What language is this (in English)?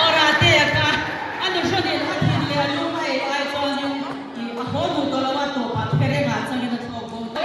Mizo